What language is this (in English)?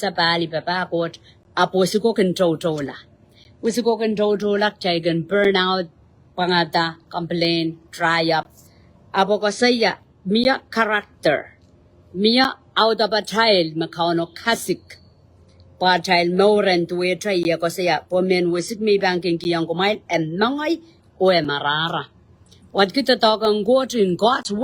Pohnpeian